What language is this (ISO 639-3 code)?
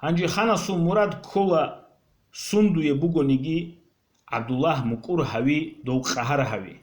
ava